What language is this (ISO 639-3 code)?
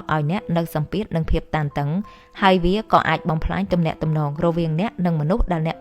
khm